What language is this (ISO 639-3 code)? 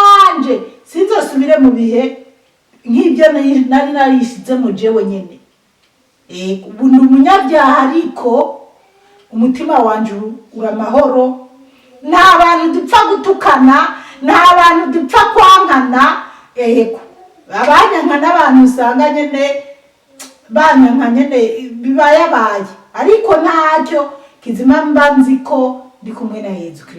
run